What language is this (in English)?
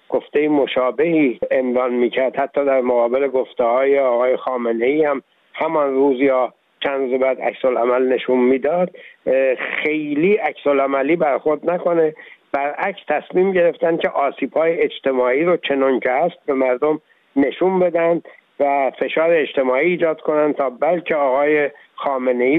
Persian